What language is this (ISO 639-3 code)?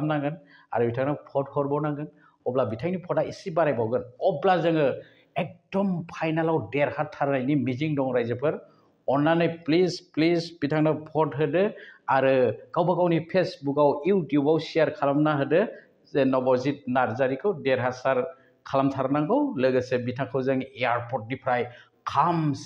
brx